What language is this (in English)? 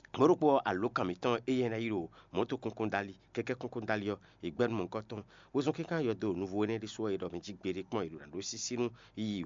Fon